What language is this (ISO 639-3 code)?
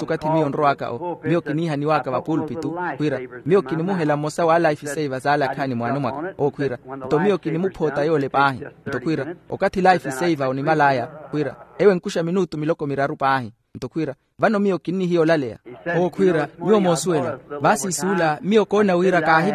vmw